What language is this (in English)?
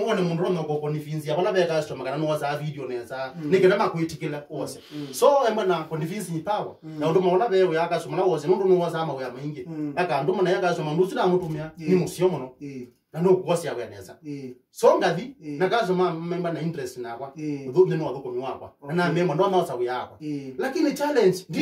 Kamba